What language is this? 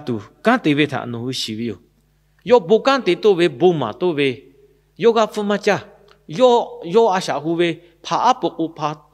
Lahu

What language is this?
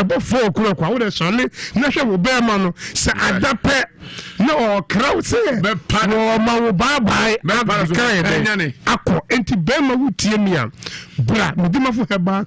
Akan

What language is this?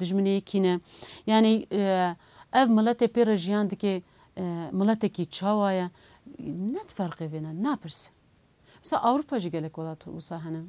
Kurdish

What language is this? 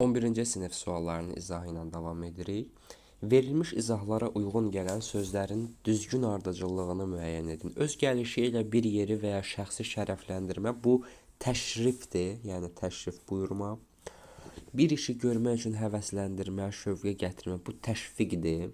Azerbaijani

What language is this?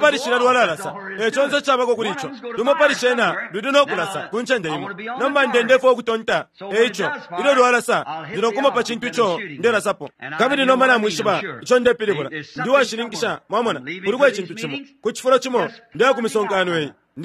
Bemba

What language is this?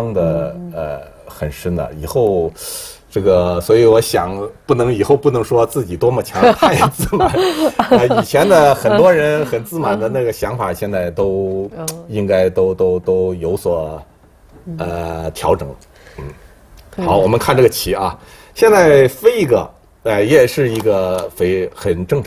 Chinese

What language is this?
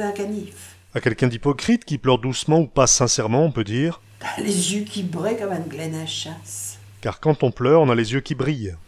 Picard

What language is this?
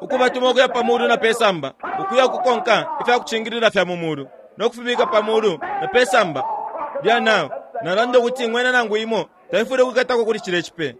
Bemba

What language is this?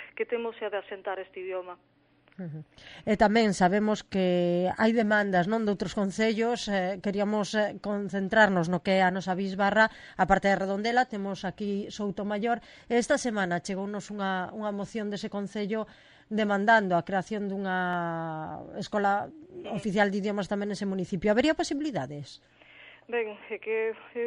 Galician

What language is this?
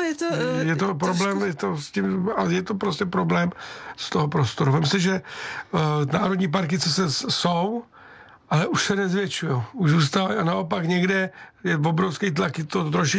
Czech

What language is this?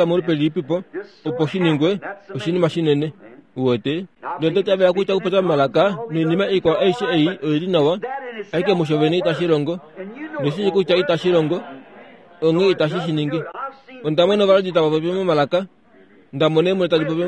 Kuanyama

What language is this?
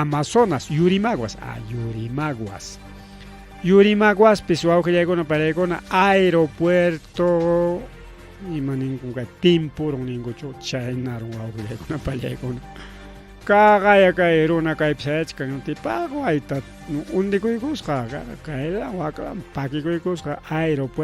Ayacucho Quechua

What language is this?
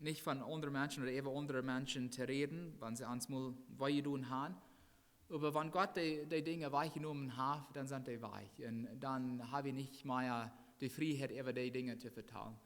Plautdietsch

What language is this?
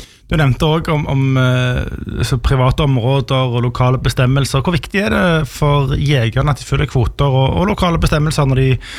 Norwegian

